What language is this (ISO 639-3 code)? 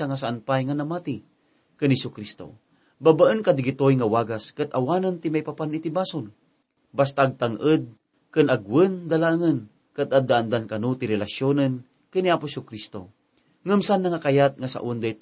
ilo